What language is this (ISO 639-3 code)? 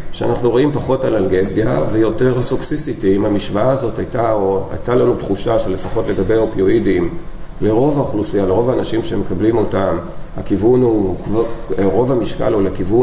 heb